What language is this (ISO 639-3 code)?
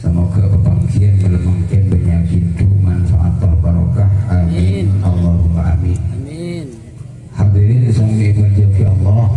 mad